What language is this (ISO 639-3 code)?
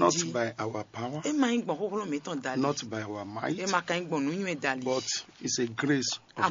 fon